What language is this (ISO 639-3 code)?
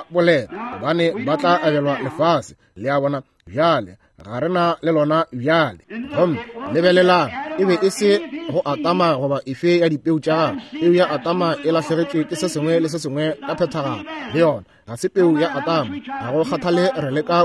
nso